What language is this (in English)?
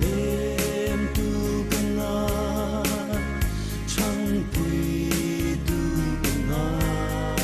Hmar